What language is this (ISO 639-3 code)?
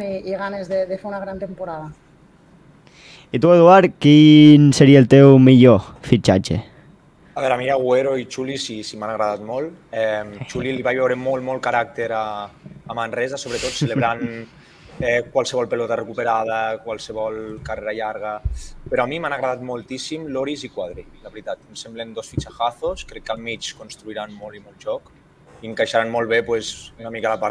cat